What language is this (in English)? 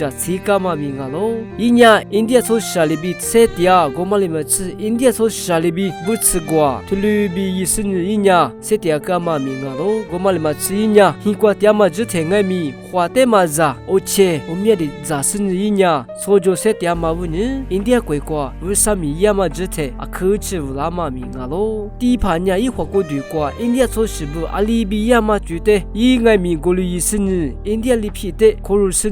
Lisu